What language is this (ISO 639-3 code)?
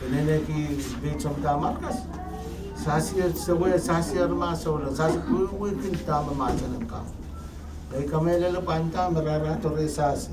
pon